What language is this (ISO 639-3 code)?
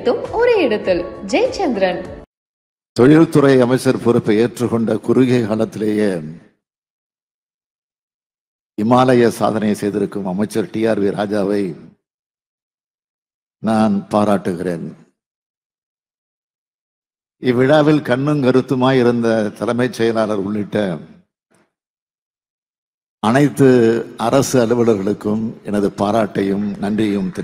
tam